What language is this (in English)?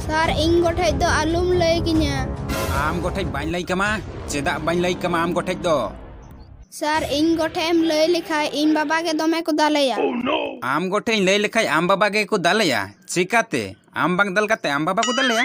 Santali